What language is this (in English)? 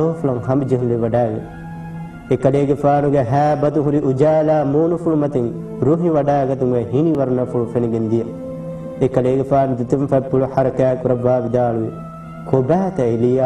Divehi